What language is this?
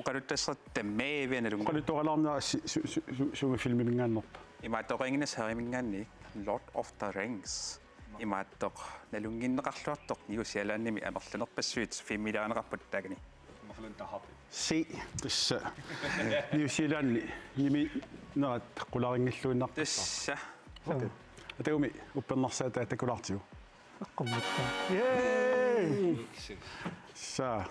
Kalaallisut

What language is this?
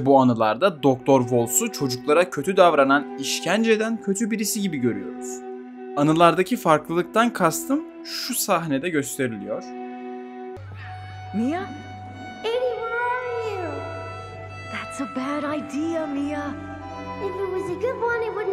Turkish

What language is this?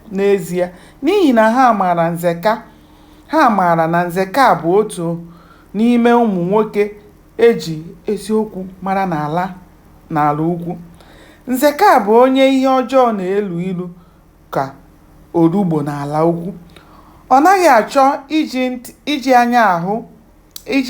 Igbo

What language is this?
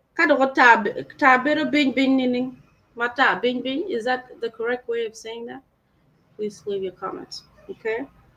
Acoli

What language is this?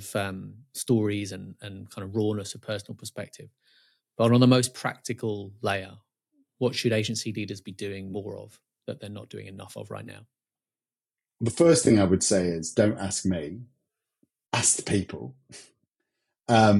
English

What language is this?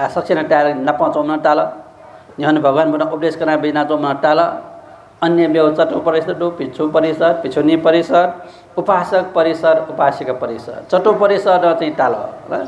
Newari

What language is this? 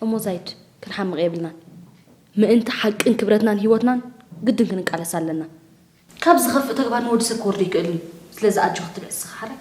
Tigrinya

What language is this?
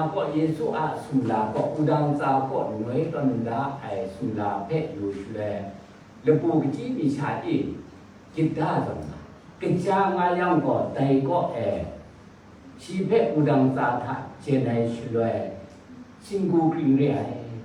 Kachin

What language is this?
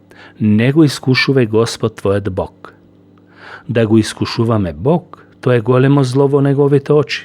Macedonian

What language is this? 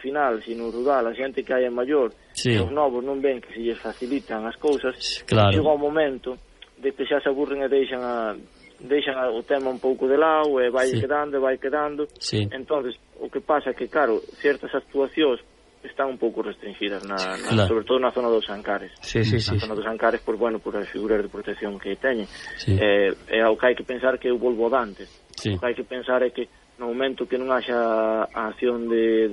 Galician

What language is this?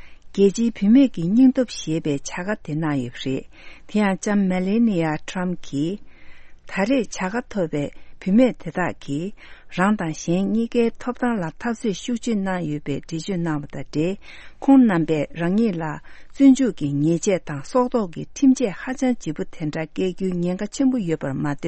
Tibetan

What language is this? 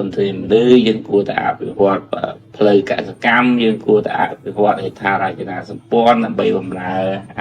Khmer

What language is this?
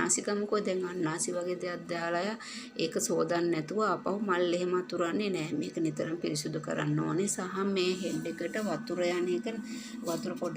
Sinhala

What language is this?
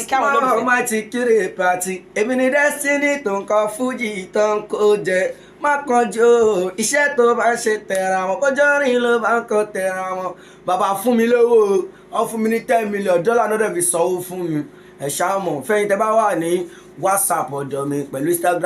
Yoruba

